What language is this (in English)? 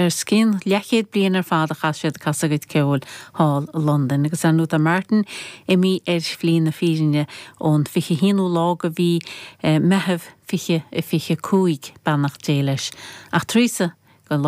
Irish